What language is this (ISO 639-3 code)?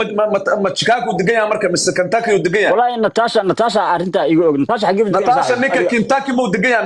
som